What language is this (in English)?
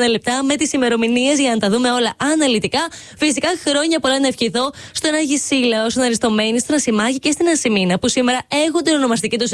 Greek